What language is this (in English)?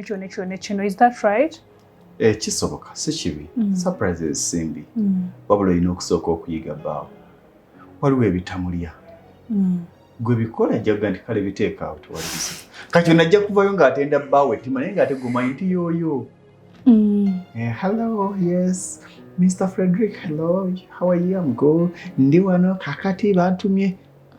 Ganda